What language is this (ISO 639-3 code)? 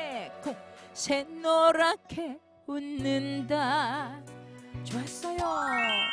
kor